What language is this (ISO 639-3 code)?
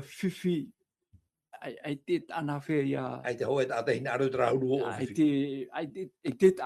tah